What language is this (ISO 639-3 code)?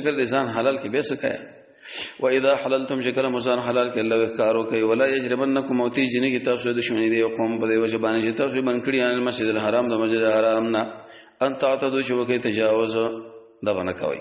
pus